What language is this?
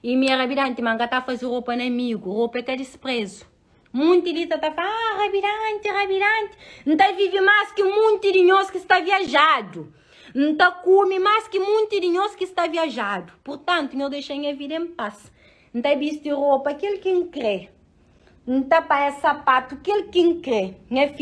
Kabuverdianu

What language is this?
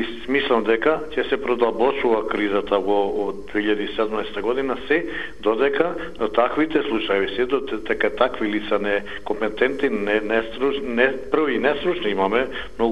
Macedonian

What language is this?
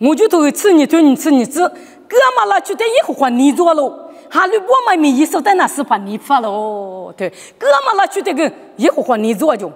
Lisu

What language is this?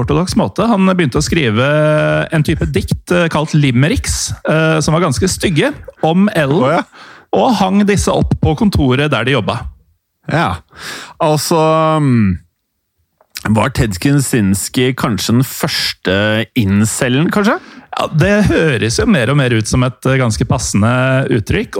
Norwegian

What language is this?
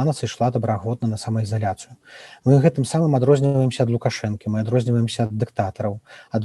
Belarusian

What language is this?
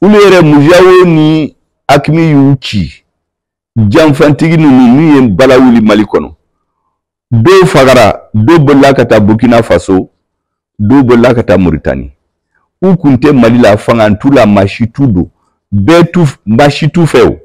Bambara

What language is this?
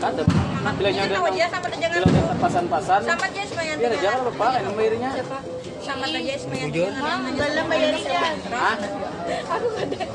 Banjar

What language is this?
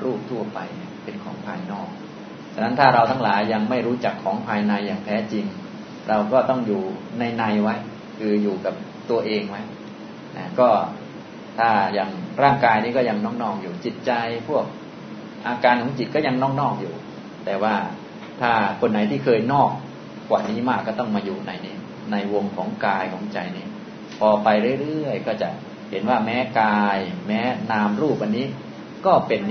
Thai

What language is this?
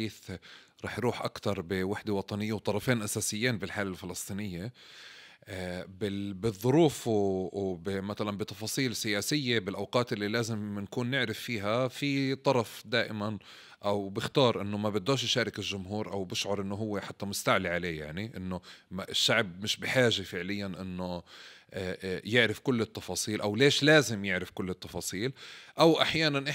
North Levantine Arabic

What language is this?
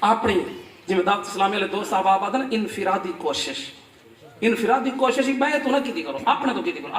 Saraiki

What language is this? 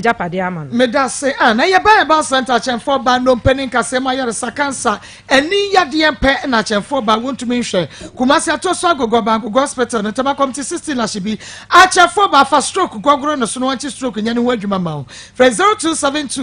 Akan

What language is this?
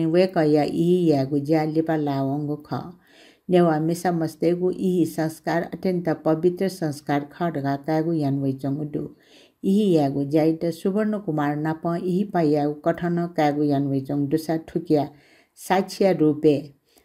Newari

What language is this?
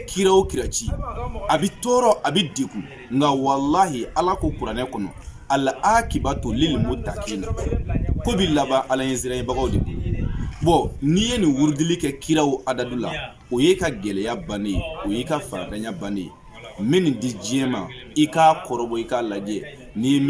Bambara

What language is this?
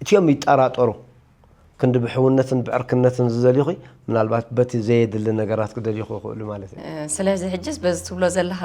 Tigrinya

